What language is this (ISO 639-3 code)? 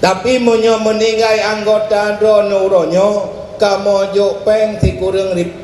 ace